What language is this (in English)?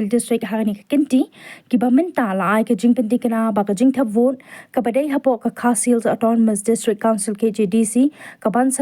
Khasi